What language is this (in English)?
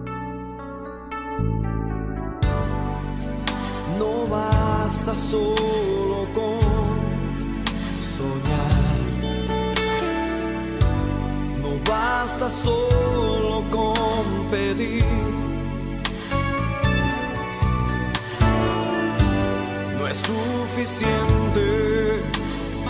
Spanish